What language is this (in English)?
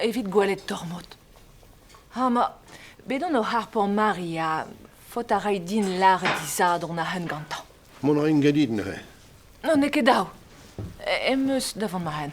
Breton